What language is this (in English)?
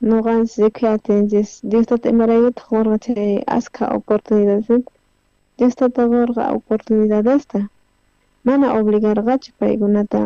South Bolivian Quechua